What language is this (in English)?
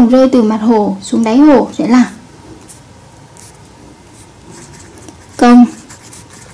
Vietnamese